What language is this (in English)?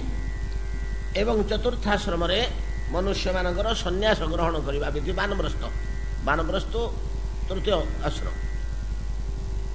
Odia